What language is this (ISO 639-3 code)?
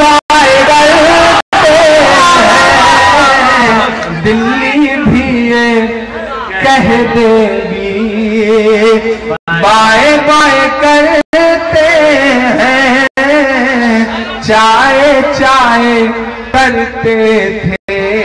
hin